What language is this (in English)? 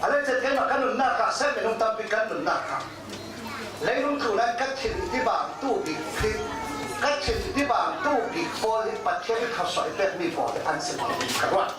Falam Chin